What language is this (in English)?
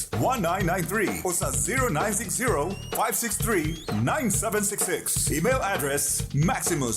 Bikol